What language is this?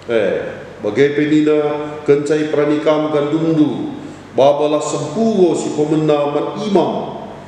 Batak Karo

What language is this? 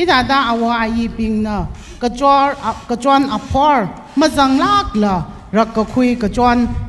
Tangkhul Naga (India)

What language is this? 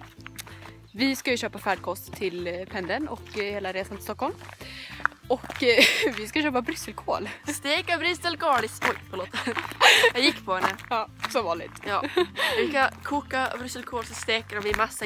Swedish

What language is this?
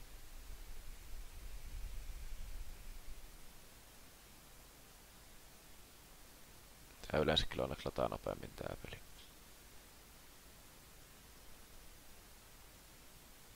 Finnish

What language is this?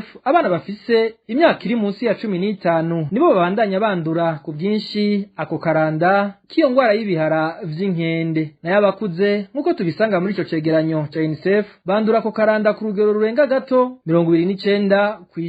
Rundi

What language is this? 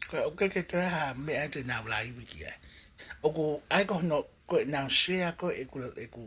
Tongan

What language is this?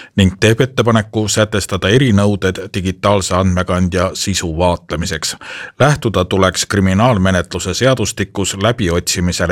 Estonian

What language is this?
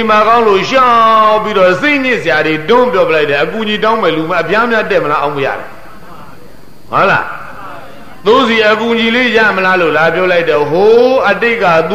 Burmese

